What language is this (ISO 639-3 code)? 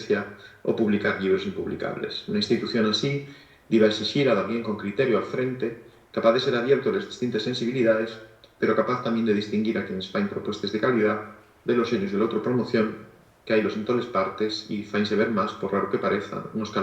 ast